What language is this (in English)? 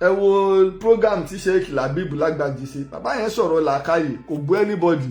Yoruba